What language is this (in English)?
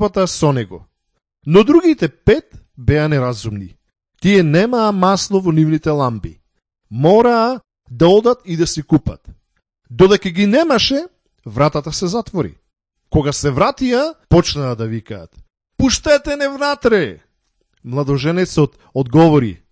Macedonian